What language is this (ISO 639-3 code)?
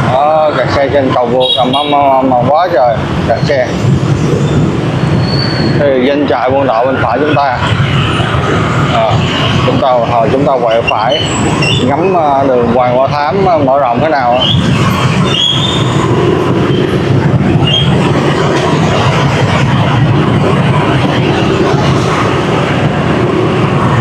vie